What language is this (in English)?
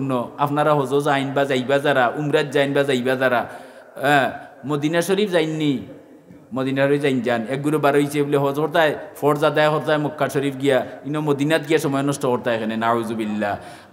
Sylheti